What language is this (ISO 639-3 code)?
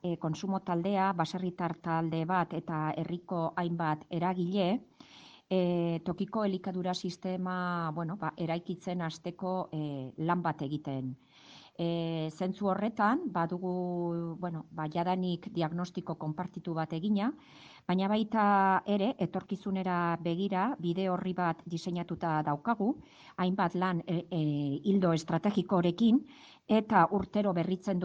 eus